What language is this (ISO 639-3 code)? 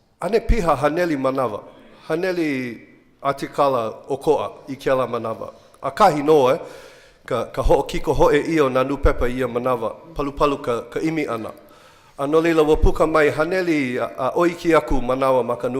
haw